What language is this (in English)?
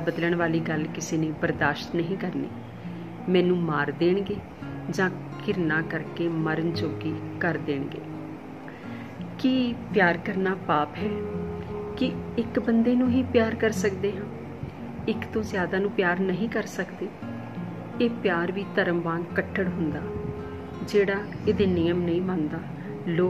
Punjabi